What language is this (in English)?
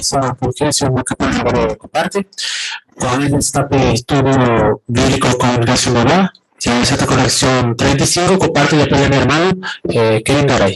Guarani